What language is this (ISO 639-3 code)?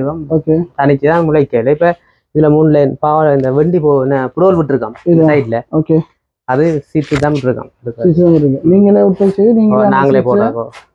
tam